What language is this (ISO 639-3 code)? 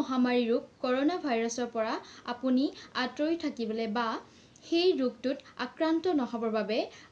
asm